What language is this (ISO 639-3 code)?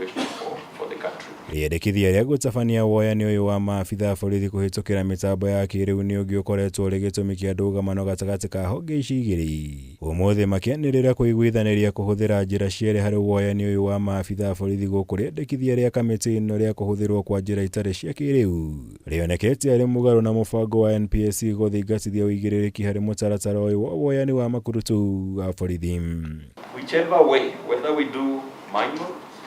kik